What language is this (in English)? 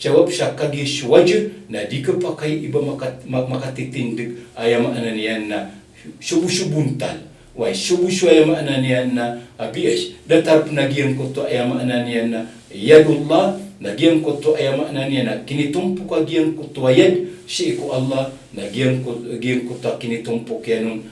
Maranao